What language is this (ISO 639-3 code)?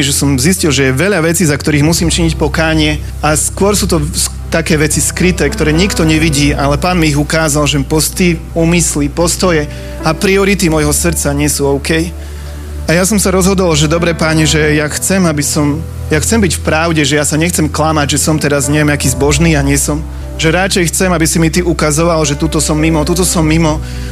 slk